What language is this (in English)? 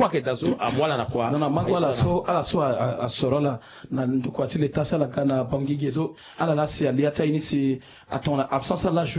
Sango